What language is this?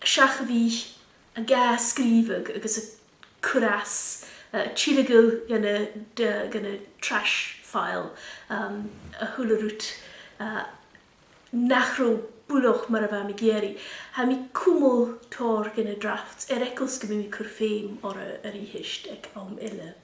Scottish Gaelic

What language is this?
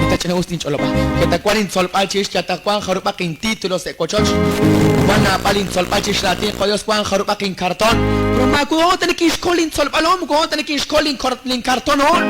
Kekchí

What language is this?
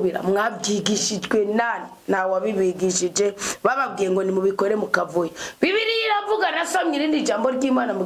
Rundi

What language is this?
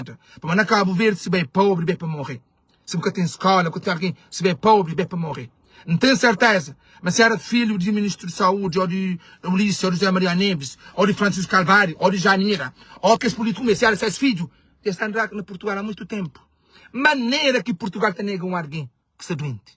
Kabuverdianu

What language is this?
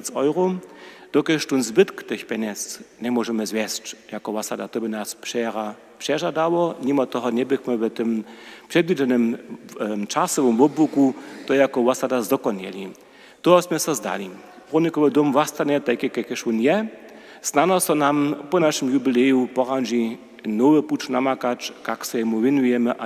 Upper Sorbian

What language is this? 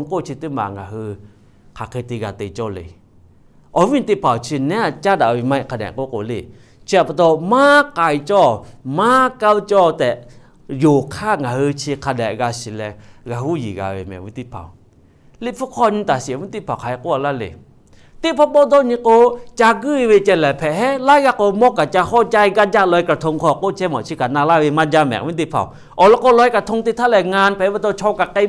Lahu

